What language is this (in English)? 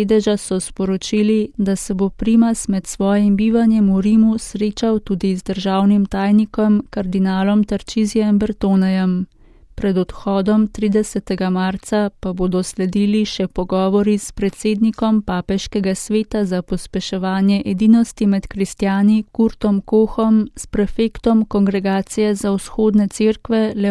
Slovenian